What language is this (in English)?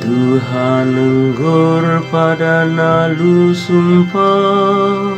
Batak Karo